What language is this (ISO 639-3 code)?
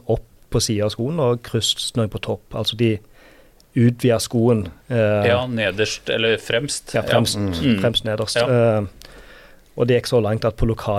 nor